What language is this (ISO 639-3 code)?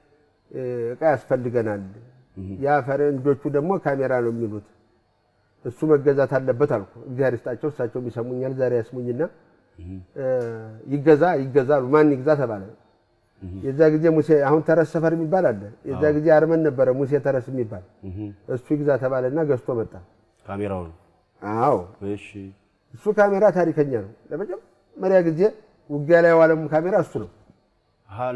amh